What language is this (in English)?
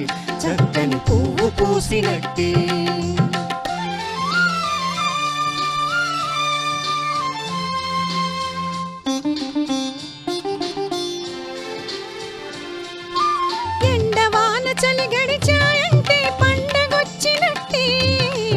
Telugu